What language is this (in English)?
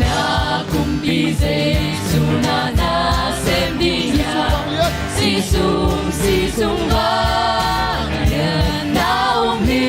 Tedim Chin